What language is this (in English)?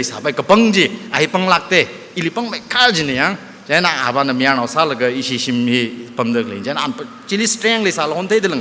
Tangkhul Naga (India)